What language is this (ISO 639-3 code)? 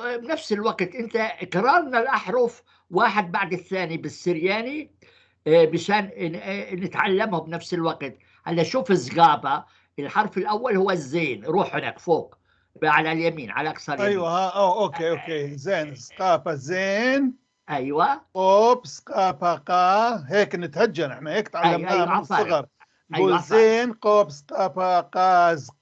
apc